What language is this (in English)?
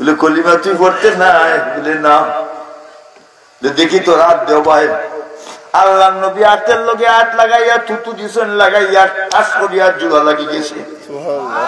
Sylheti